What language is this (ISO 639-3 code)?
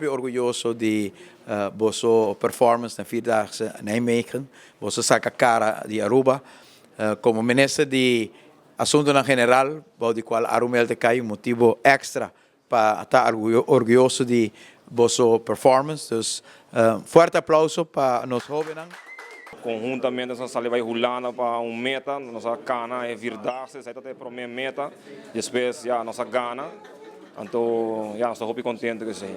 pap